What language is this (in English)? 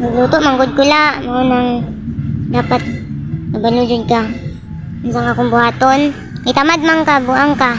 Cebuano